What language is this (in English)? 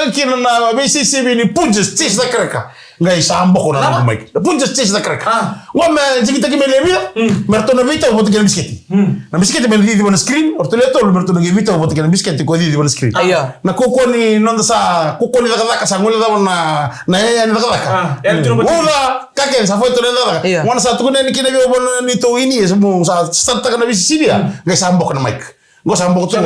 Fijian